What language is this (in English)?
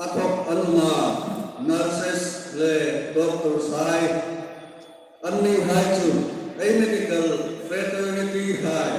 Hmar